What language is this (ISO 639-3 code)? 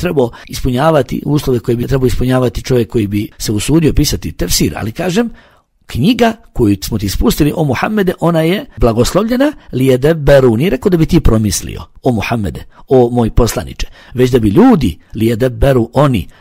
bos